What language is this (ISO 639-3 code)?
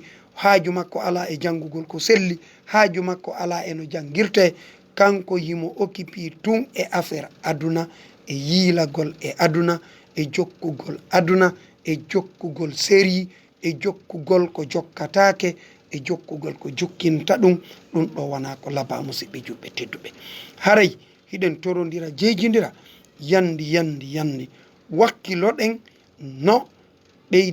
ful